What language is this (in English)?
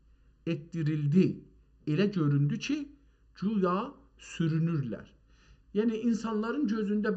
South Azerbaijani